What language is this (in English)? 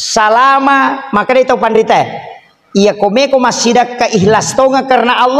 Buginese